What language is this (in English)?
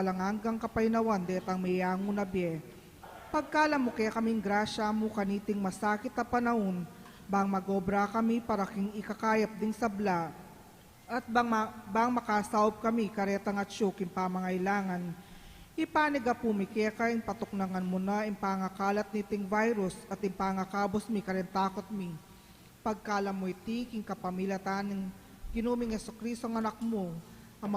Pampanga